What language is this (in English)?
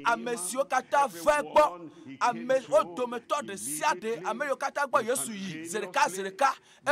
Ewe